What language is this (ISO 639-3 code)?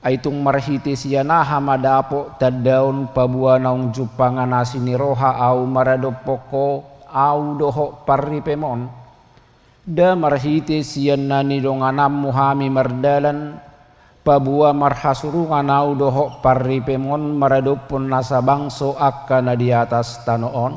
bbc